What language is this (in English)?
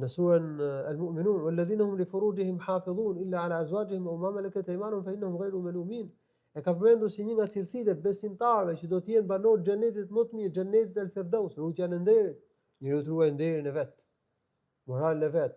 Albanian